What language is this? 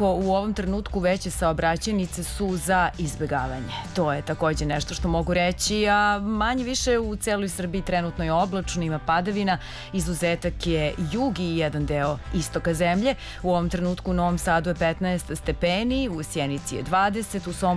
Serbian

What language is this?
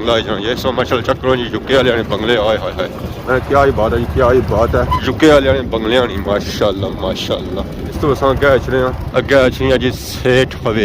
Pahari-Potwari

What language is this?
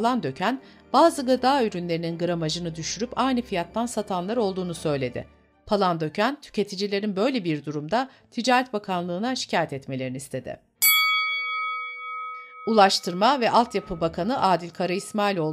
Turkish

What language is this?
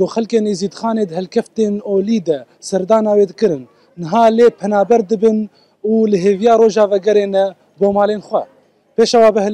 Kurdish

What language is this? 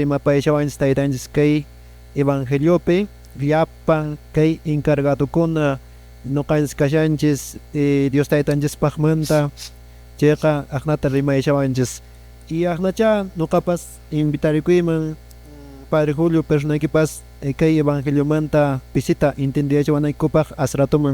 Quechua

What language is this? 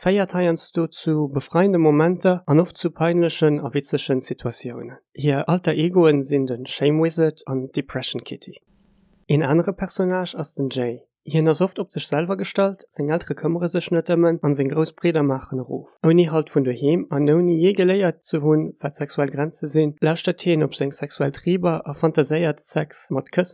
Luxembourgish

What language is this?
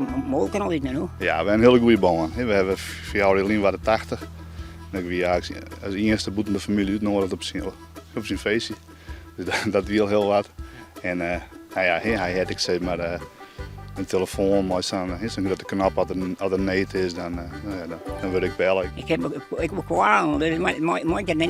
Western Frisian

